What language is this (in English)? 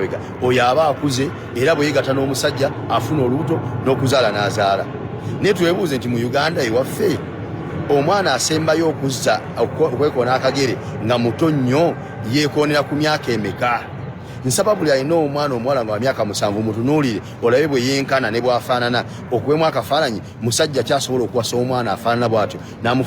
Ganda